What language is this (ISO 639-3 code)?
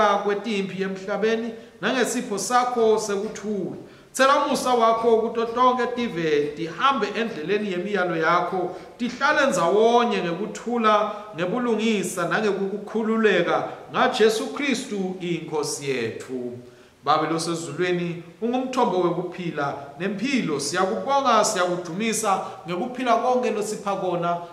ssw